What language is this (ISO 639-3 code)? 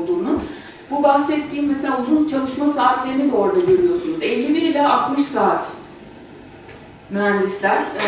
tur